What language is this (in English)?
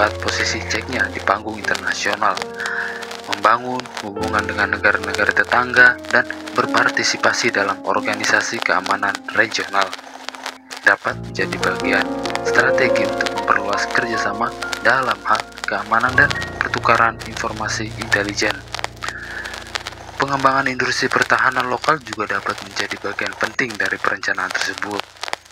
Indonesian